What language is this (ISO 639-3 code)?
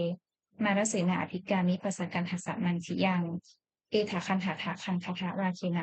pli